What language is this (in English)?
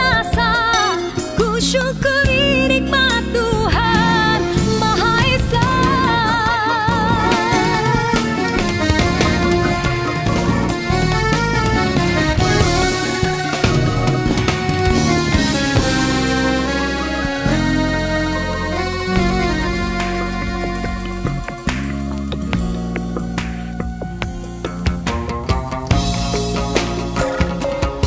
Malay